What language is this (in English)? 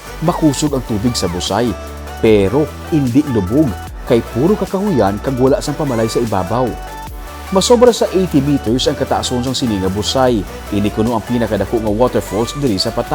Hiligaynon